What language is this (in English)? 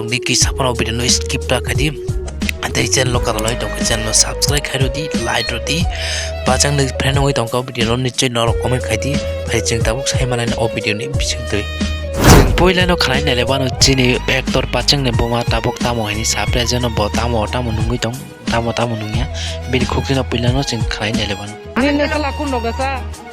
Kok Borok